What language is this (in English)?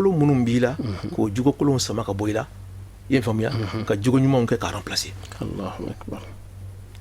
Bambara